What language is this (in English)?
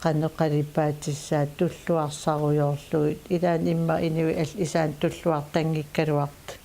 Kalaallisut